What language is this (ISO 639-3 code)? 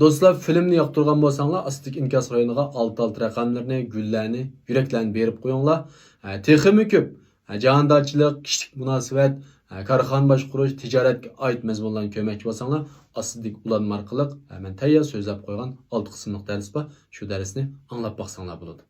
uig